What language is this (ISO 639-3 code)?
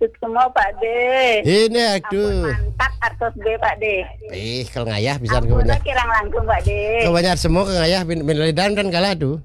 ban